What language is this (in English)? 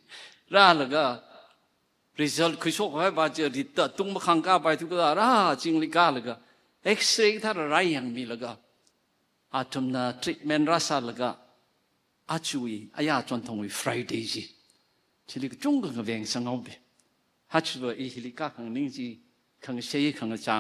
Tangkhul Naga (India)